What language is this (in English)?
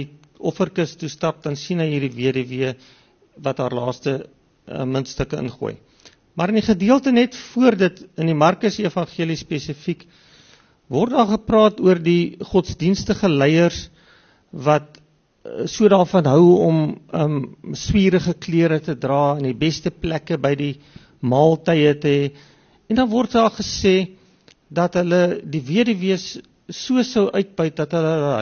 Afrikaans